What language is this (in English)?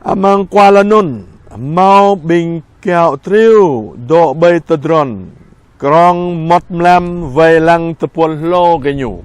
Jarai